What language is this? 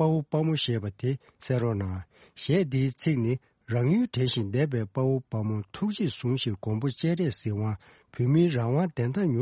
Tibetan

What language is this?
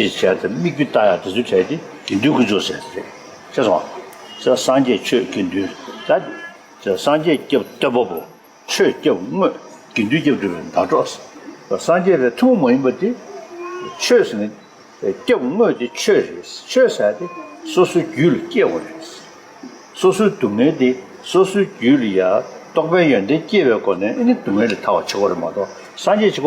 Tibetan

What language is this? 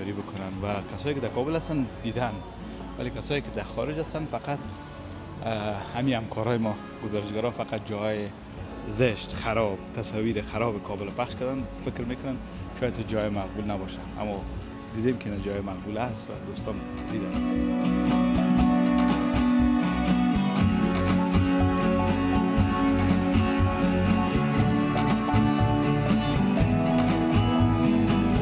Persian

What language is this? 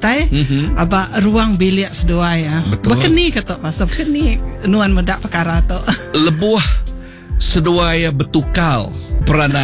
Iban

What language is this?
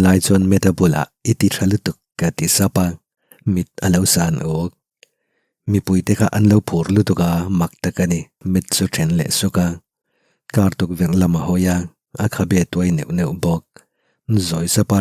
Mizo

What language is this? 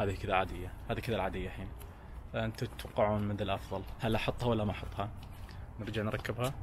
Najdi Arabic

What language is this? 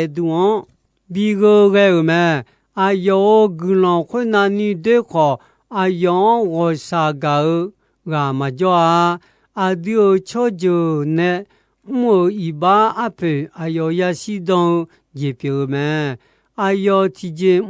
Akha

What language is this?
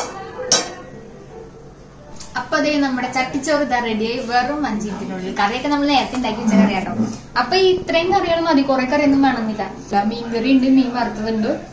Malayalam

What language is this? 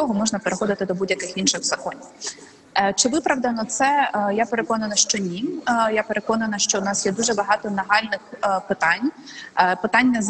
Ukrainian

